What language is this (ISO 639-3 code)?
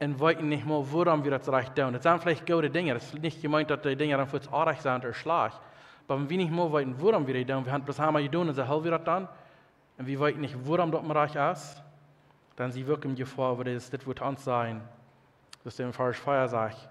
pdt